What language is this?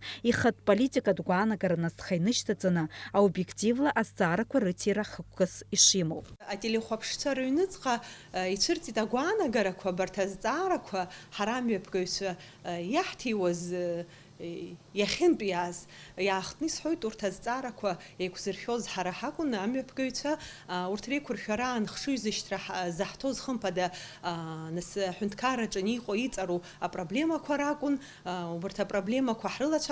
Abkhazian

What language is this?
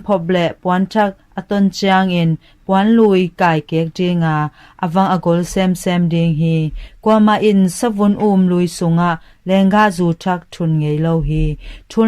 Tedim Chin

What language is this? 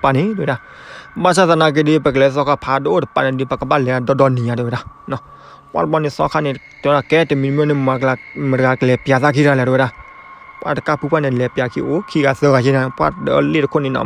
S'gaw Karen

